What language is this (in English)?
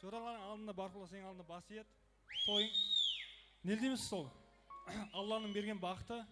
Kara-Kalpak